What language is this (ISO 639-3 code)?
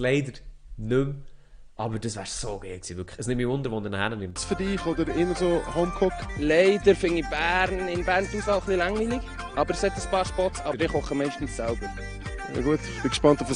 gsw